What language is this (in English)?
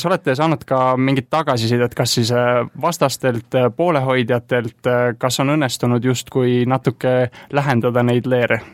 Estonian